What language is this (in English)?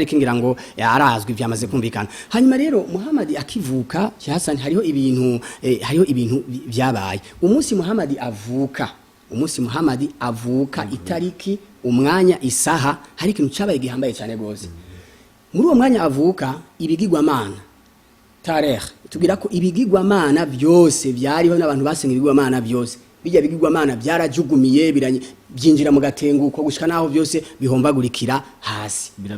Rundi